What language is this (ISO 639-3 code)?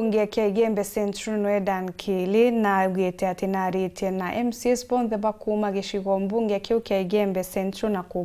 mer